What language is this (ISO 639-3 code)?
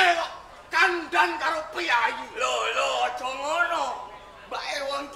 jav